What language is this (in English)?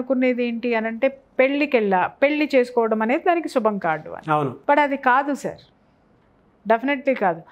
Telugu